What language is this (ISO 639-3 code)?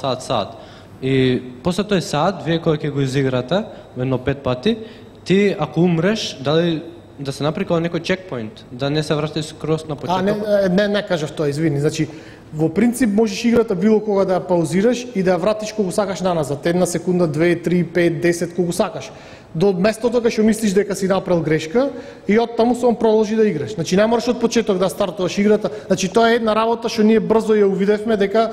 mkd